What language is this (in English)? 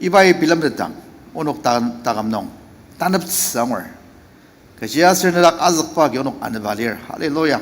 Ao Naga